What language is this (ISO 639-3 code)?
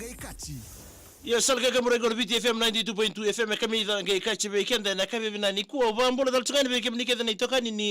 fij